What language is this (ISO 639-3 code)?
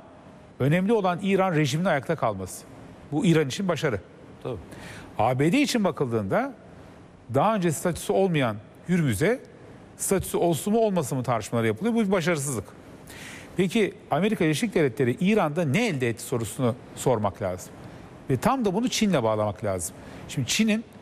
tur